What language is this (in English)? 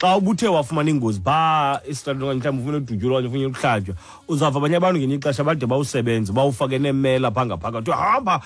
Xhosa